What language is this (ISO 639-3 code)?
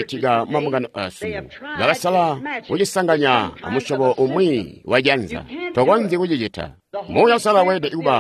toi